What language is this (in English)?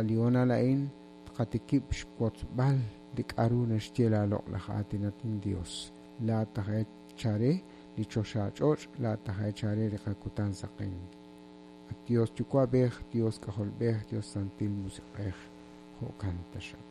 Kekchí